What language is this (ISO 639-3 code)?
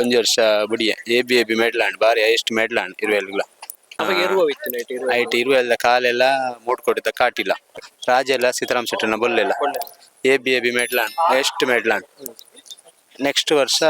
tcy